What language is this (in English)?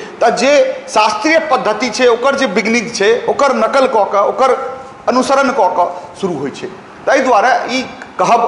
Maithili